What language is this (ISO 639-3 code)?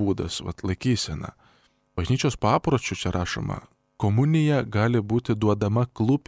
lit